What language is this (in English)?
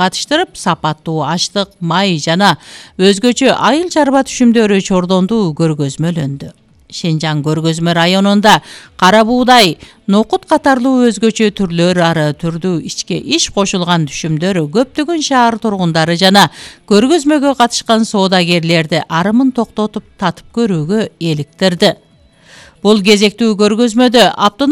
Kyrgyz